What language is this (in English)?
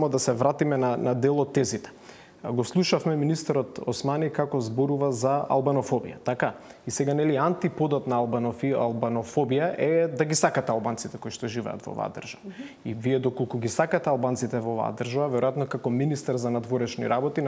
Macedonian